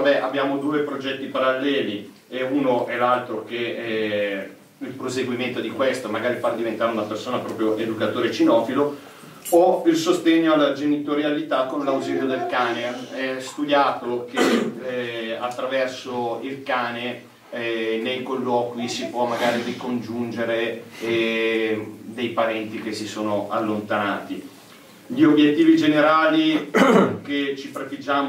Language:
Italian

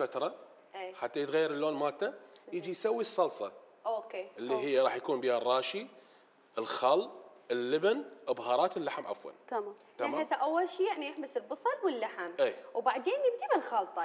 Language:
Mesopotamian Arabic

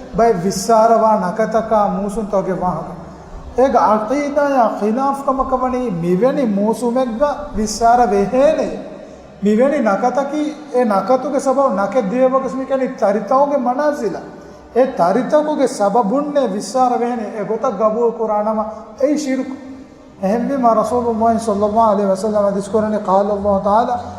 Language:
Divehi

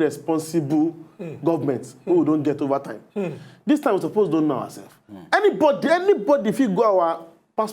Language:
Nigerian Pidgin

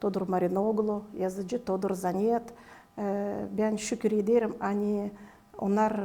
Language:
Gagauz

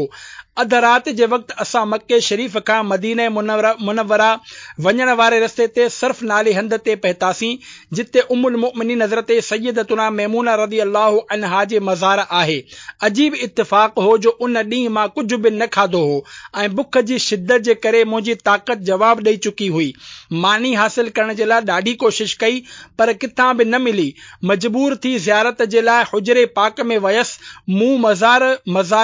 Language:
Sindhi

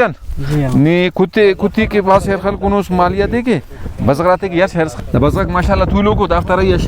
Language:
Brahui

